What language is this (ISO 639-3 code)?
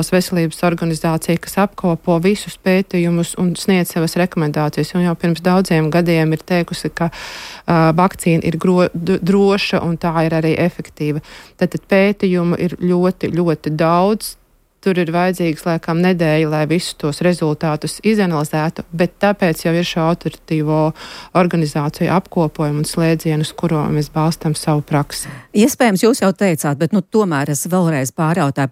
lav